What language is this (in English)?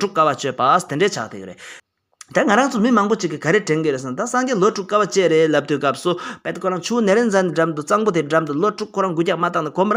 Tibetan